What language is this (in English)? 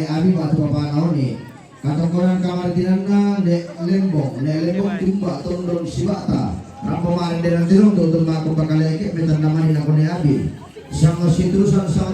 Toraja-Sa'dan